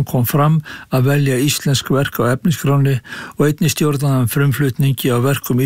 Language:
Icelandic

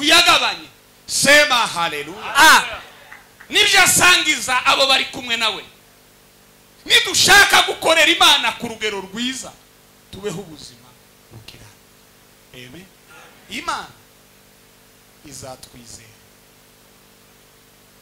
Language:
Kinyarwanda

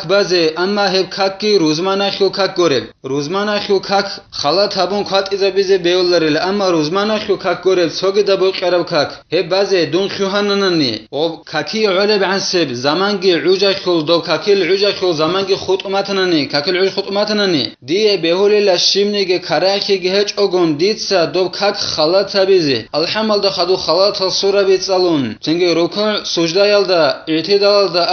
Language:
Avaric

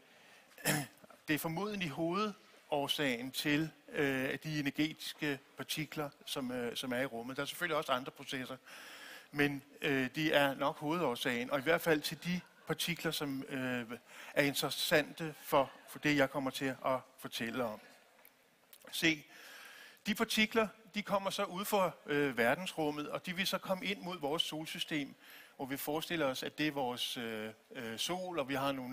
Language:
Danish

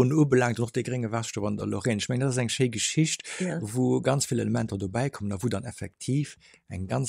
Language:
Luxembourgish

